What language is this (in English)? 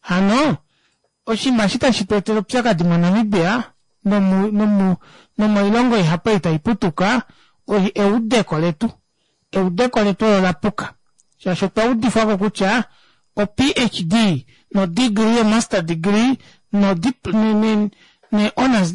Kuanyama